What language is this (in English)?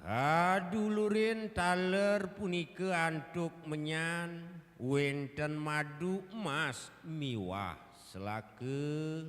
Balinese